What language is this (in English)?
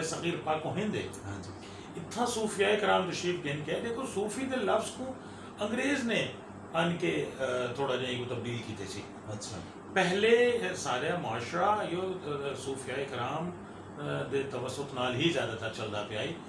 Saraiki